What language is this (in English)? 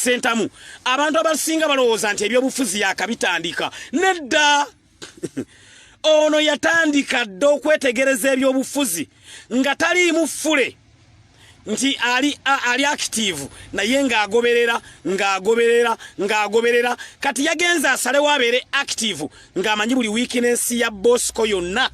Ganda